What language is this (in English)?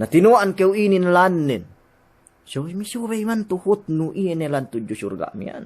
Yakan